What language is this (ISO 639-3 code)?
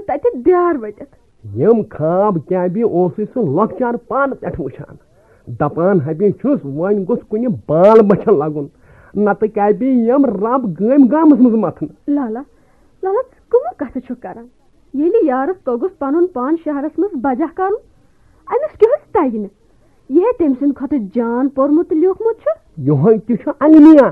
kas